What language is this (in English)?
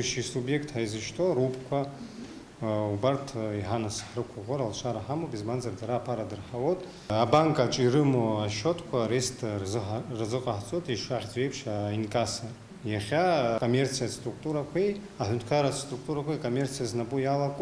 Abkhazian